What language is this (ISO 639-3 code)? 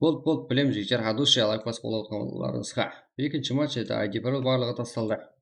kaa